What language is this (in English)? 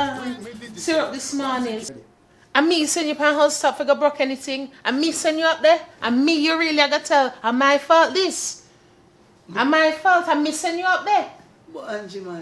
Jamaican Creole English